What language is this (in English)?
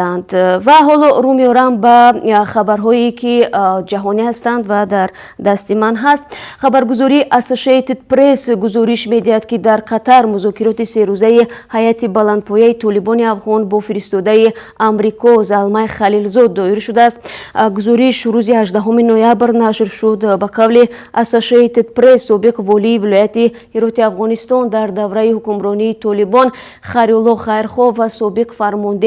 Tajik